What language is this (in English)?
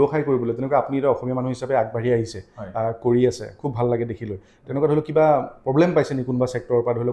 Assamese